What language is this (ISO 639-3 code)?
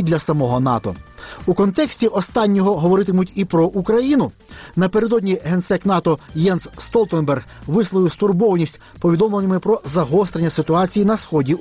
ukr